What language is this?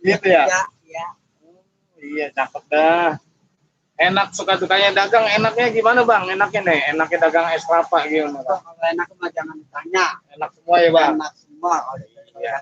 Betawi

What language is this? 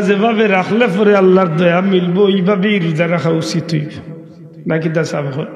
Sylheti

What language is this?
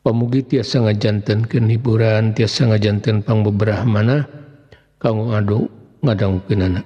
Sundanese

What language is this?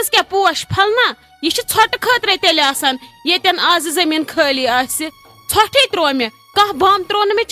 Kashmiri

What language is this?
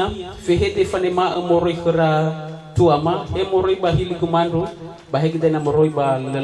Nias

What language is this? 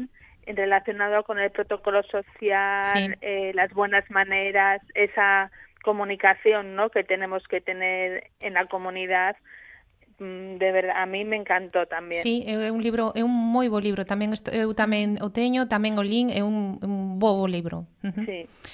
Galician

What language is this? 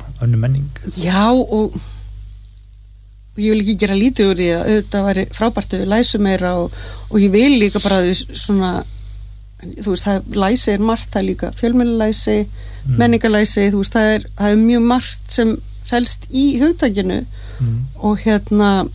Icelandic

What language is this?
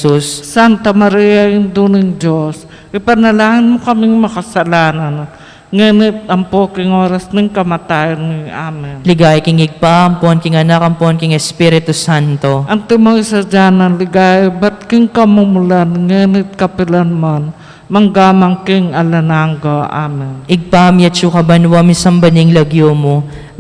Pampanga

